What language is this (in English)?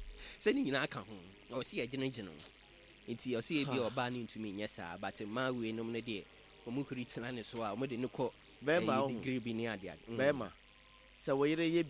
Akan